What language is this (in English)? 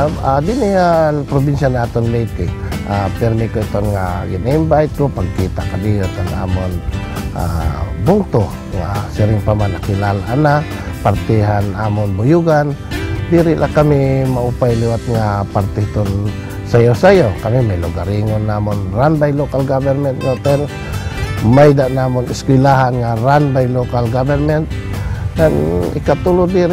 Waray